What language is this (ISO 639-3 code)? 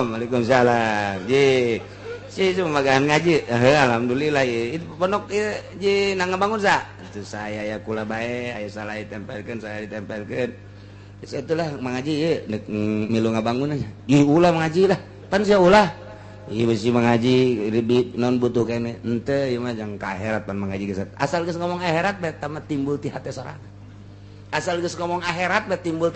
sun